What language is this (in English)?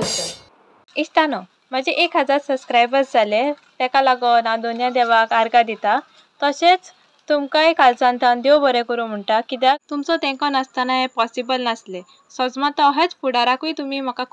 Konkani